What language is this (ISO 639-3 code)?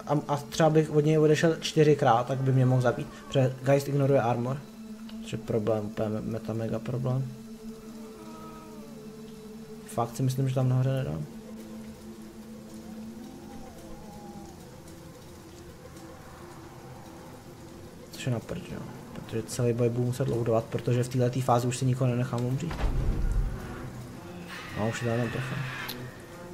ces